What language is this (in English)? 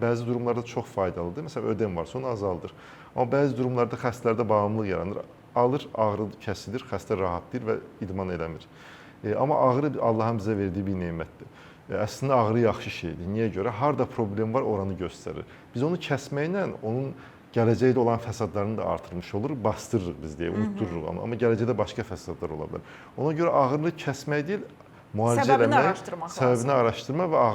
Azerbaijani